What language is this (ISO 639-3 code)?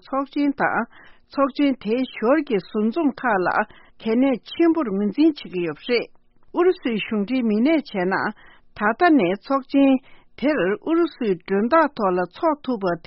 bod